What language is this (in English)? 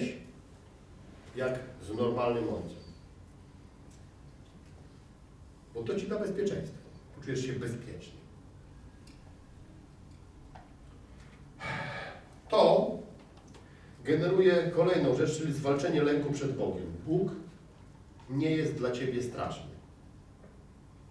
Polish